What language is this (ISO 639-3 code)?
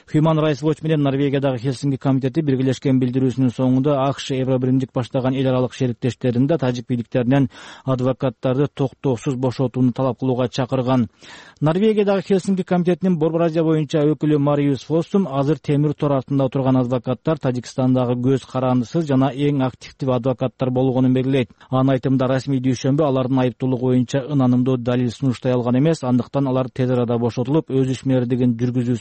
kir